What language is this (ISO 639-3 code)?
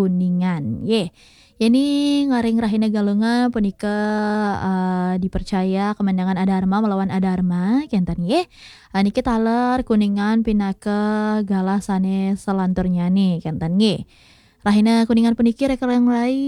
ban